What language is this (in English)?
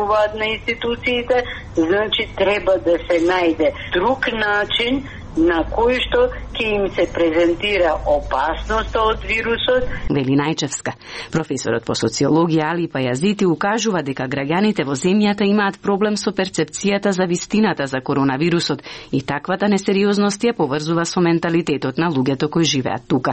Macedonian